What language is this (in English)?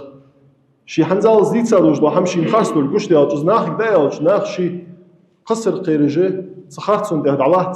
Ingush